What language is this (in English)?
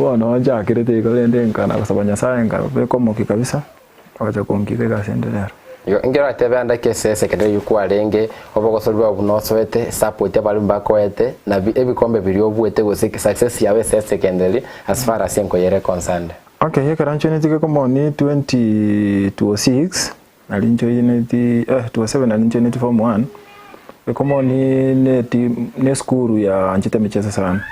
Gusii